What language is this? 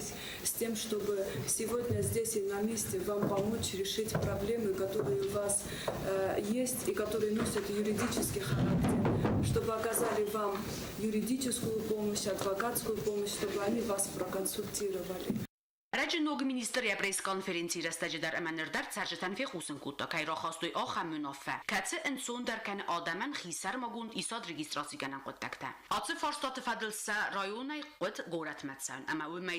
Ossetic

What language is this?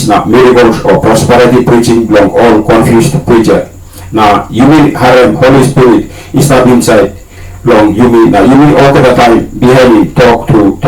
Tok Pisin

